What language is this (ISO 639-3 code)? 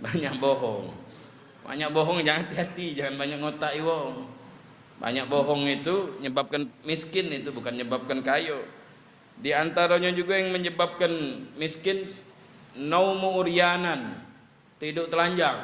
mui